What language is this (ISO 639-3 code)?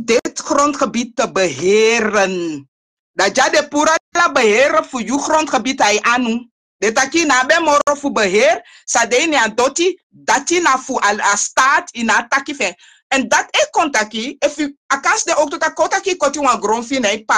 srn